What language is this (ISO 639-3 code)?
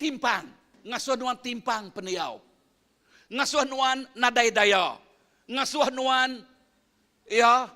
iba